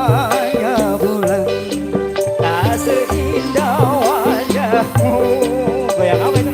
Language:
Betawi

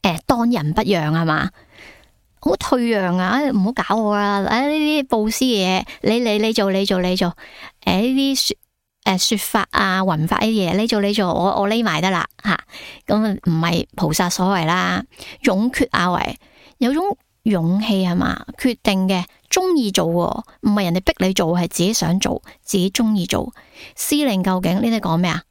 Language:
Cantonese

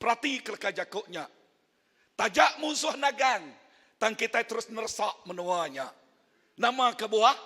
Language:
Iban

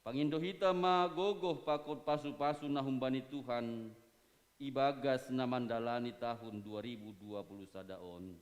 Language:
Batak Simalungun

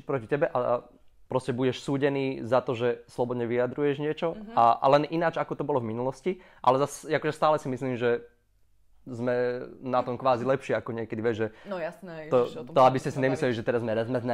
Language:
Slovak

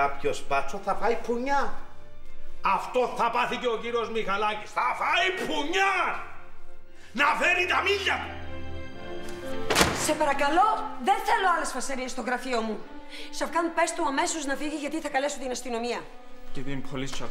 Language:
Greek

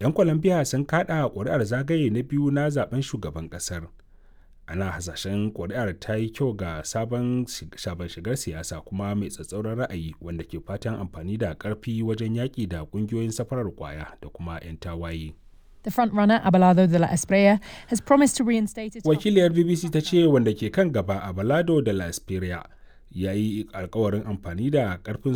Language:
Hausa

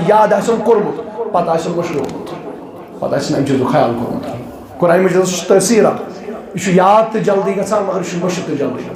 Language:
Kashmiri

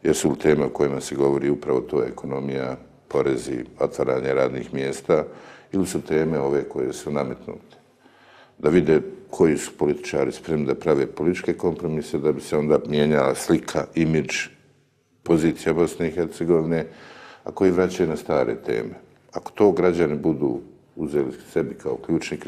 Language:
Bosnian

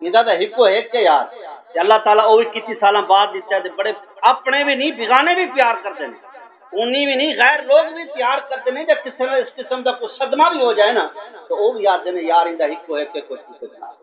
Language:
Saraiki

